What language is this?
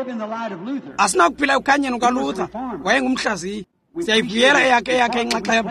Xhosa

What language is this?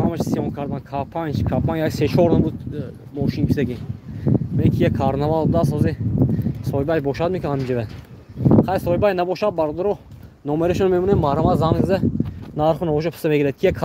Tajik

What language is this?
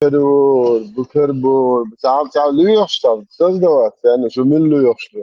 Chechen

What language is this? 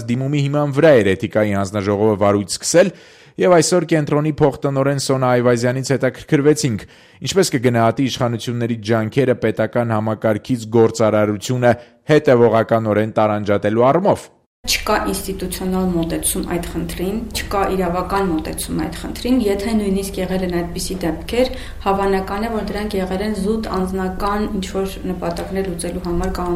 Armenian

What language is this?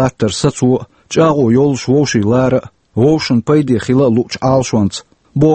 Chechen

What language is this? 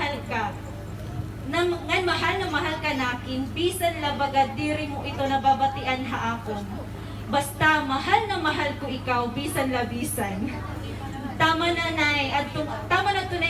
Waray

